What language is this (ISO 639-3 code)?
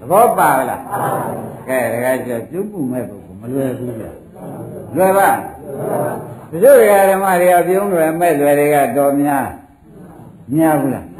mya